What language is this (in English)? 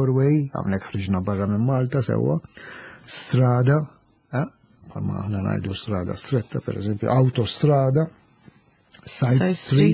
Maltese